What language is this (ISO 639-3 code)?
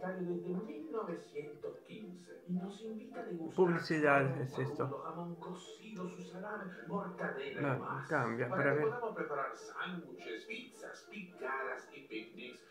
spa